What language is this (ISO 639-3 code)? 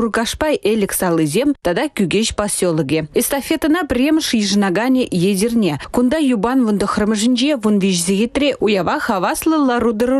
chv